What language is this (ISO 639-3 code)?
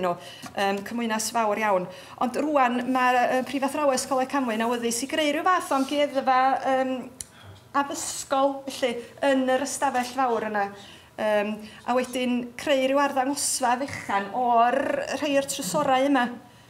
cym